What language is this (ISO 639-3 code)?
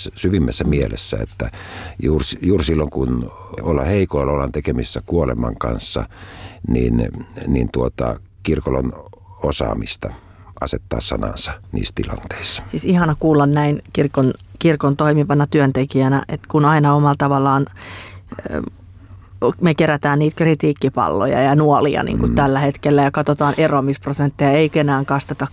fin